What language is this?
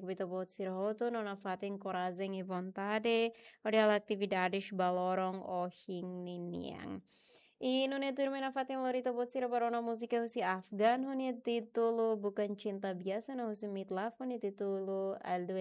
Tetum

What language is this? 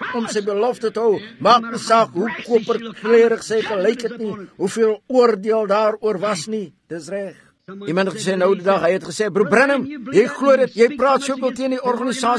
Afrikaans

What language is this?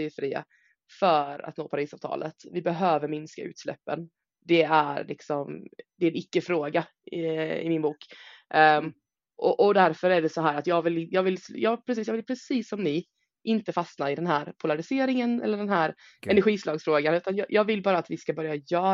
Swedish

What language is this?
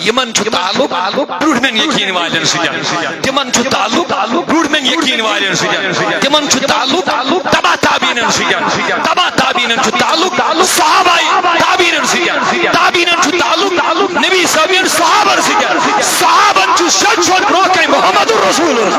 Kashmiri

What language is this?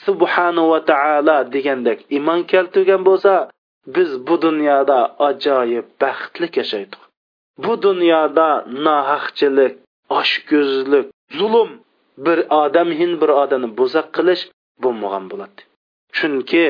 Uyghur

